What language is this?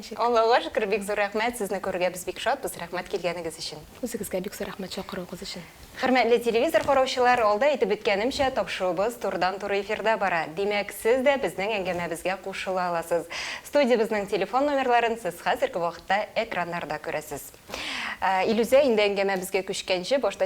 Tatar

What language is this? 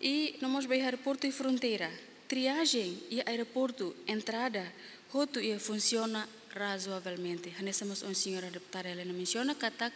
Tetum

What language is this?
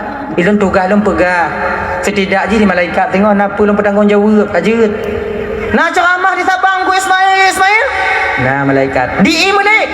Achinese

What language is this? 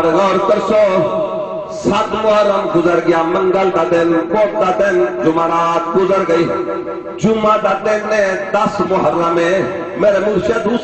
Saraiki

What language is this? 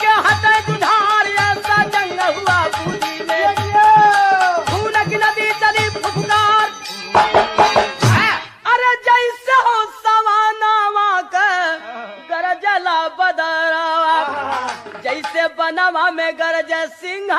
Bhojpuri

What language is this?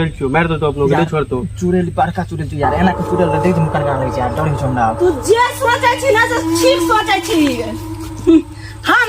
Maithili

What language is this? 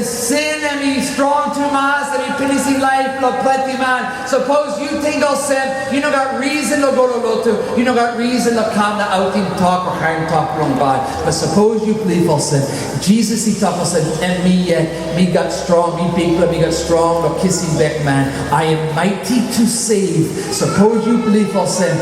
Tok Pisin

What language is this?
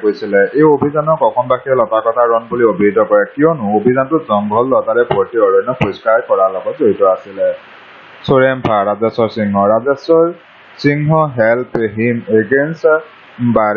Assamese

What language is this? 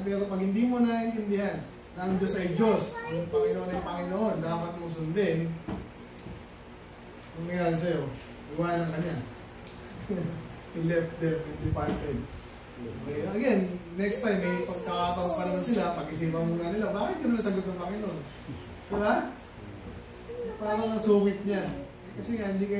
Filipino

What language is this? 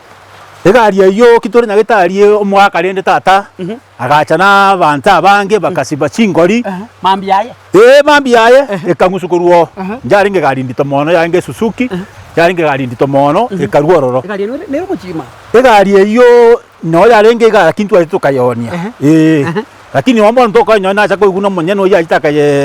Gusii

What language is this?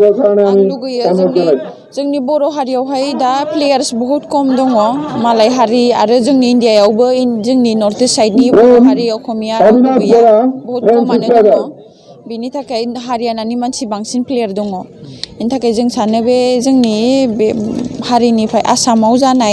Bodo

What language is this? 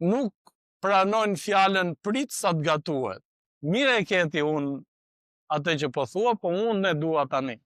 Albanian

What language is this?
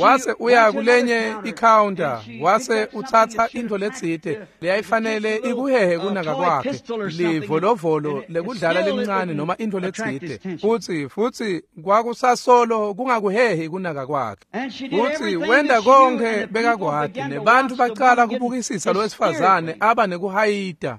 Swati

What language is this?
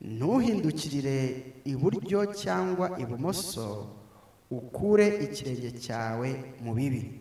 Kinyarwanda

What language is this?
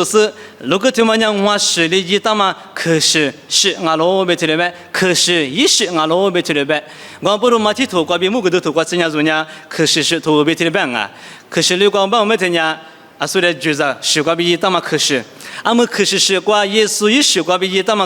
Lisu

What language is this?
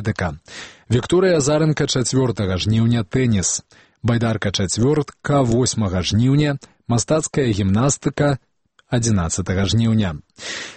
Belarusian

